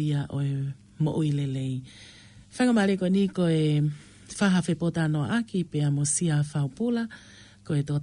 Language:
Tongan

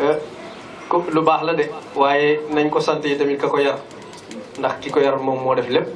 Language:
Wolof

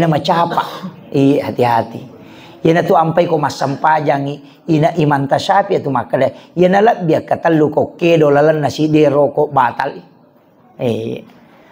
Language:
Buginese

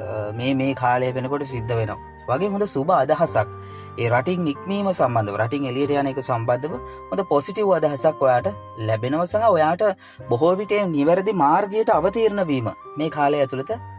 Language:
Sinhala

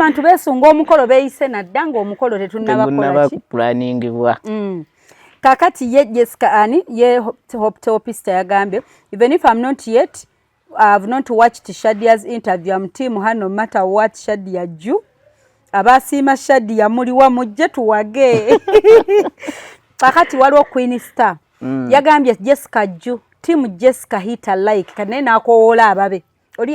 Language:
Ganda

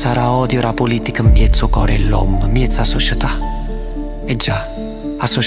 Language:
Neapolitan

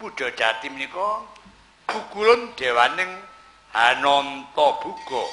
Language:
Javanese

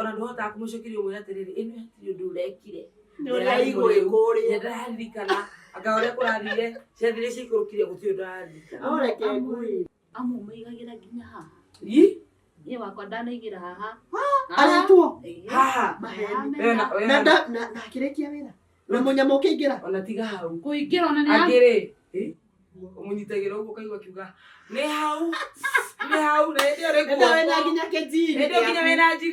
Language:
Kikuyu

